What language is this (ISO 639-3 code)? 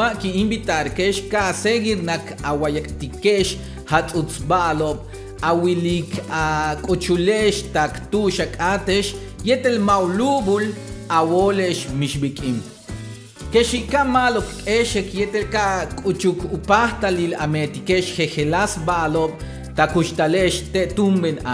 yua